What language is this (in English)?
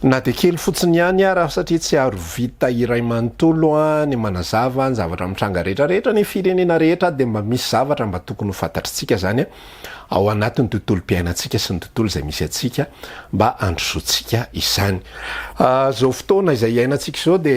Malagasy